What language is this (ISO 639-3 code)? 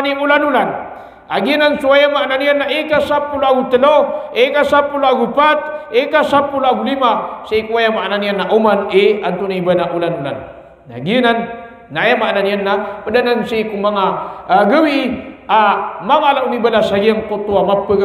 mrw